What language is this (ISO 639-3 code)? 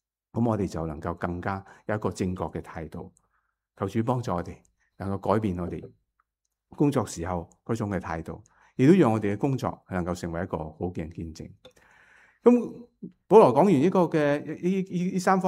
yue